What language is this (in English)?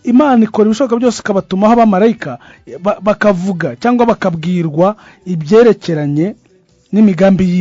Kinyarwanda